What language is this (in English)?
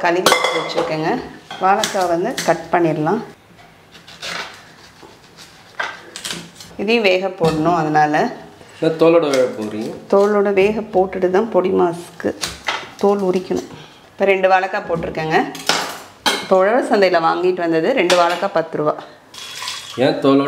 Tamil